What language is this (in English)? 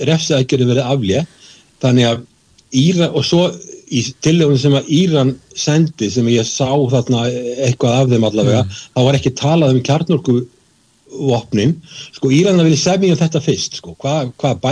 Icelandic